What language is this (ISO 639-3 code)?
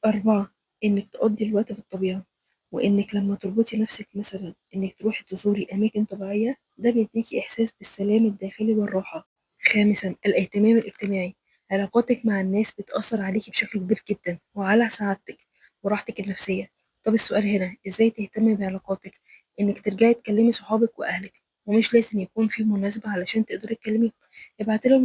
arz